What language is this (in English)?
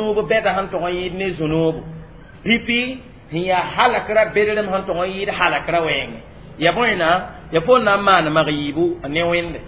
Mossi